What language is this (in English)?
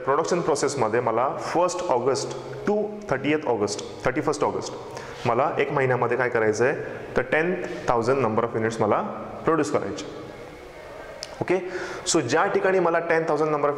Marathi